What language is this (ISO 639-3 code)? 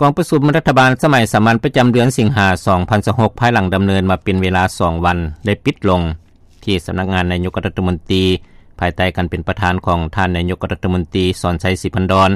lao